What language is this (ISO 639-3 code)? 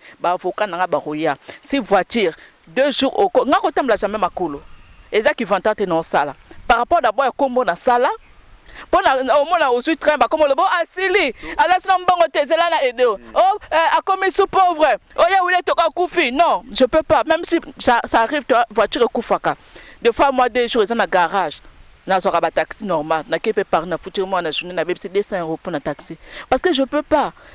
lin